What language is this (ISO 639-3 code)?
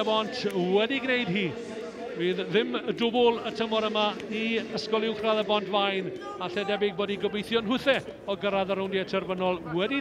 cym